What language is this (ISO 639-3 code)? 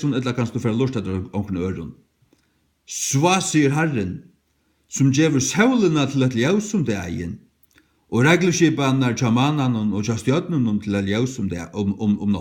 fao